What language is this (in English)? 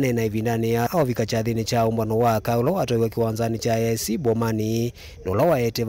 Kamba